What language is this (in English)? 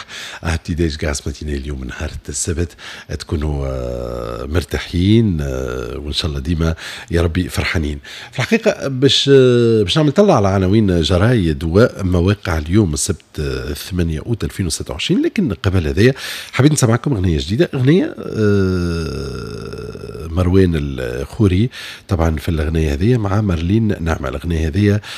Tunisian Arabic